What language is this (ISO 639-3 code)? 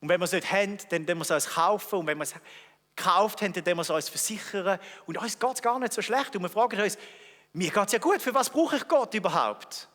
gsw